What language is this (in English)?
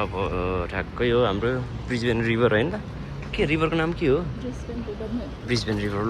Nepali